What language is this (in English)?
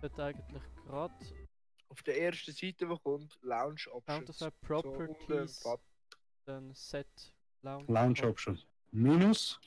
Swiss German